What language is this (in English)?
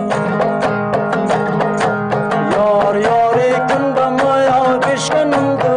Persian